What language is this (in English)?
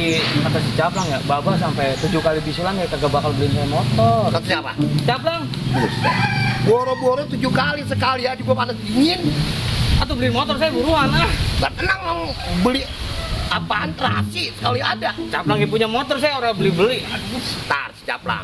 Betawi